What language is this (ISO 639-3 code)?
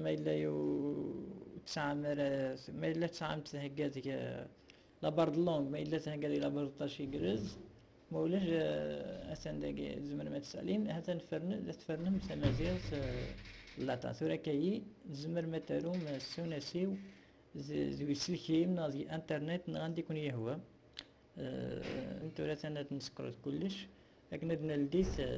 kab